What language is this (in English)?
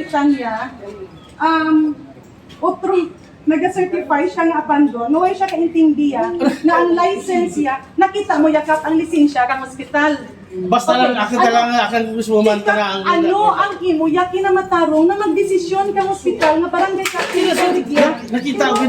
Kinaray-a